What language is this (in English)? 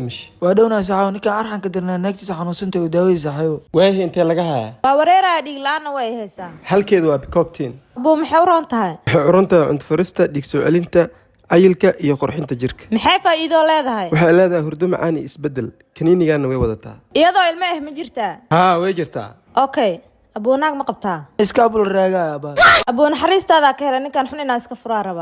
Somali